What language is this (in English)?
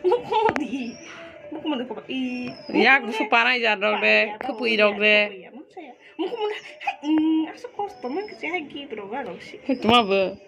Kok Borok